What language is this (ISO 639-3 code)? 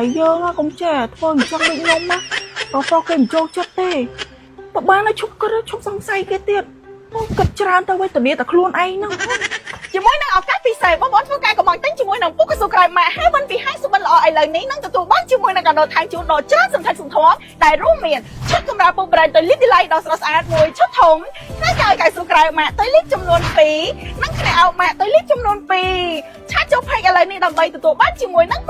khm